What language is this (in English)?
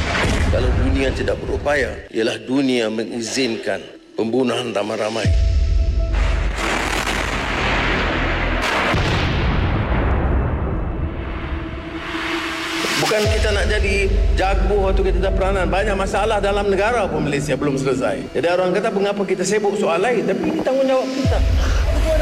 Malay